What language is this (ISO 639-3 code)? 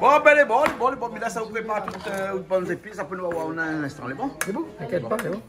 rcf